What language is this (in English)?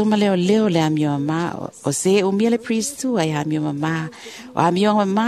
Samoan